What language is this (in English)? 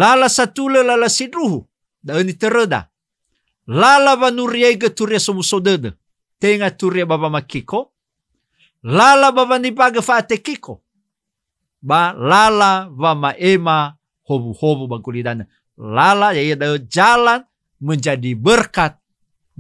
Nias